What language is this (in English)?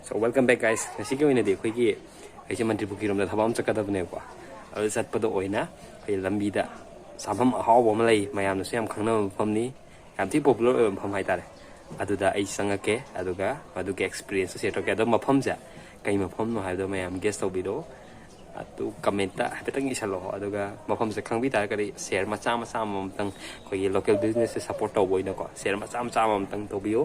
Manipuri